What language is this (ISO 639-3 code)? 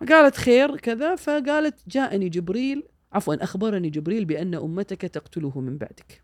afb